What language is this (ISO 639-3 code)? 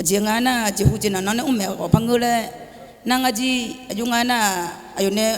ahk